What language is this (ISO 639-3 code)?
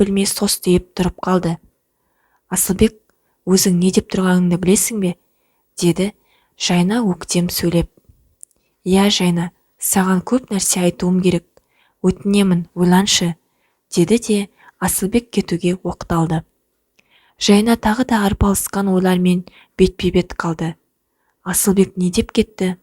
kaz